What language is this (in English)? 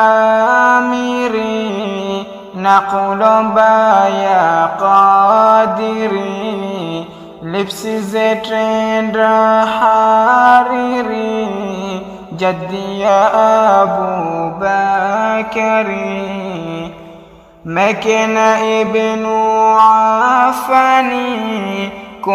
Swahili